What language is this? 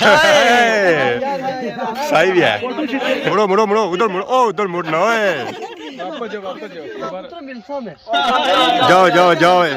Pahari-Potwari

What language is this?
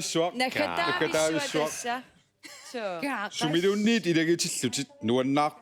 Kalaallisut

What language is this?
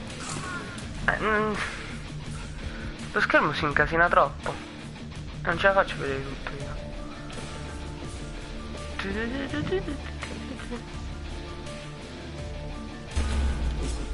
Italian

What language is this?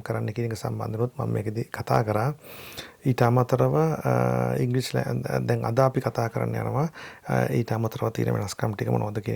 Sinhala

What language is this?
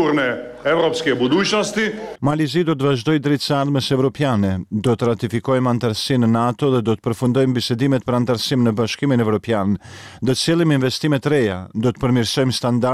Albanian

